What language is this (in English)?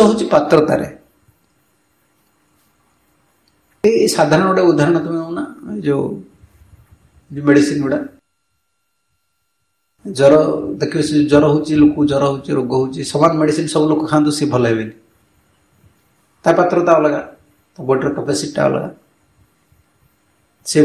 Odia